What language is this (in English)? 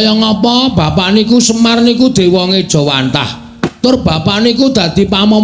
Javanese